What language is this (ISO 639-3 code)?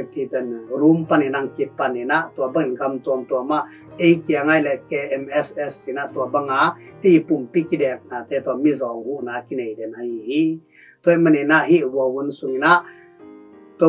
ctd